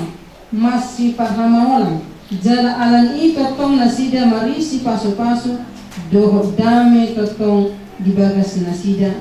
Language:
Batak Toba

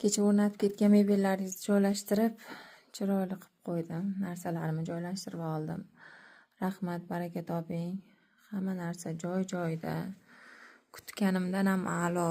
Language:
Uzbek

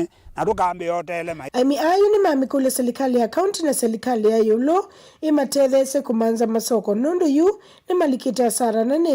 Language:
Kamba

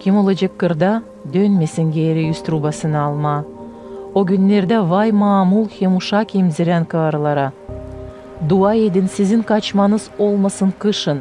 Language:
Gagauz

